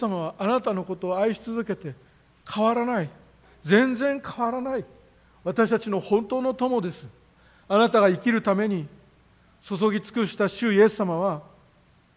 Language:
Japanese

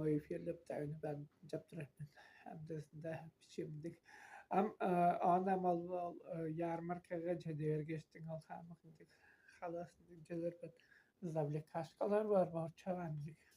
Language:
Tuvinian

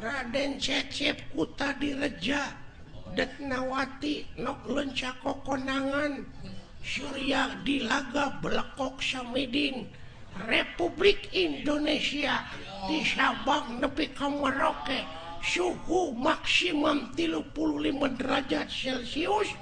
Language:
Sundanese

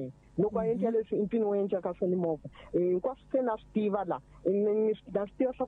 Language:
Tsonga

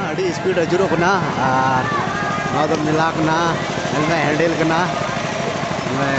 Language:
Santali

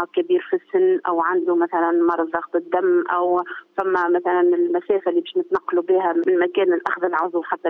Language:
Tunisian Arabic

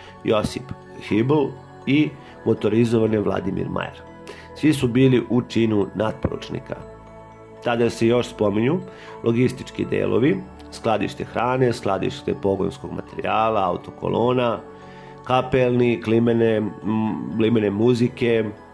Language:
Serbian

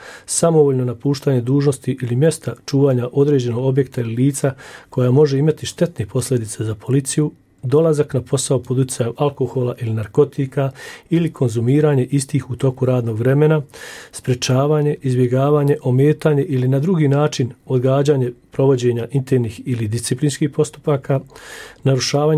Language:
Bosnian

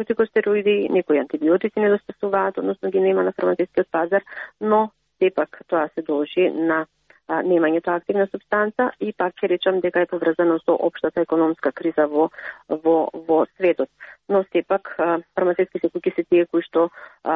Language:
Macedonian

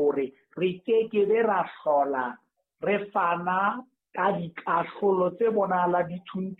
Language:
Southern Sotho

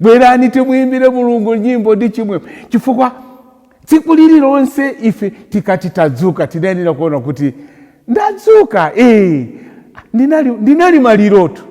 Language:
Nyanja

